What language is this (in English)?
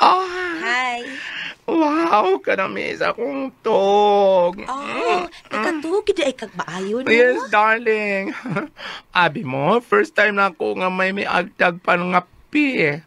Cebuano